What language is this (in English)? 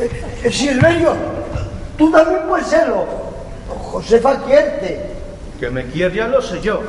Asturian